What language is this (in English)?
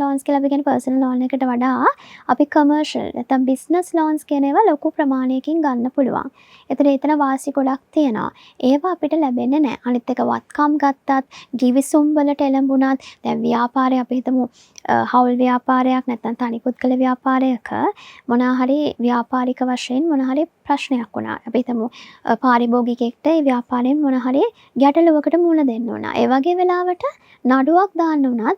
Sinhala